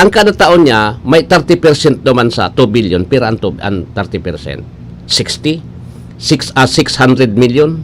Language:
Bikol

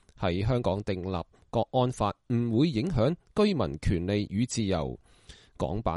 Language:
Cantonese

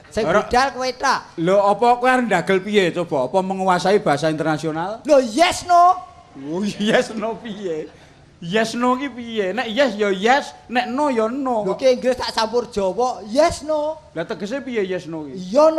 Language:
Javanese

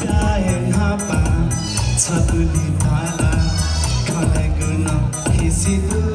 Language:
Newari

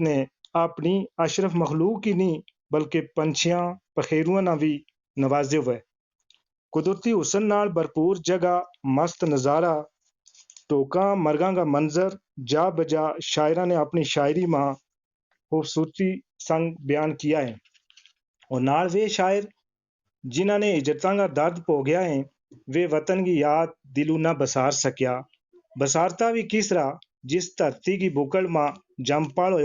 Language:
Gujari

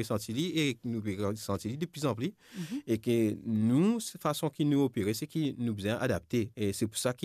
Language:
Morisyen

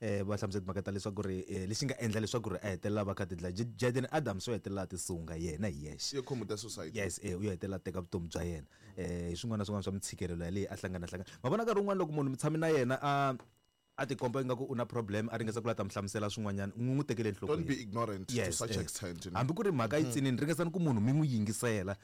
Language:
Tsonga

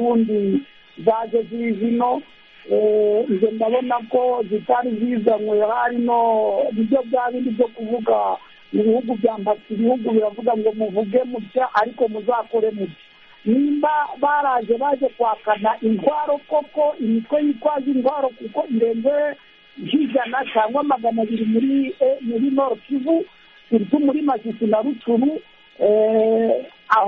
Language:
Kinyarwanda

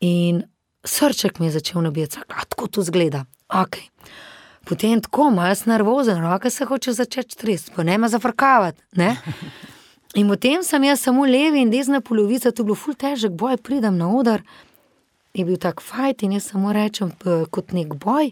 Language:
Slovenian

